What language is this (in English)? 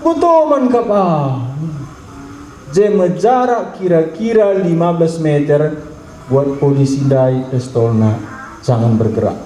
Batak Karo